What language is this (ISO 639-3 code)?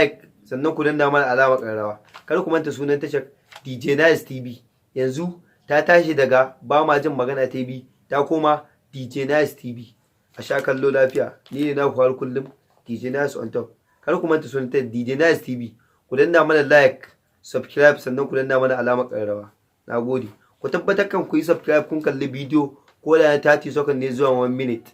hau